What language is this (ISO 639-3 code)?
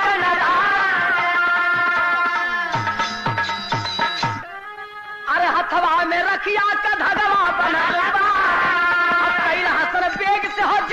bho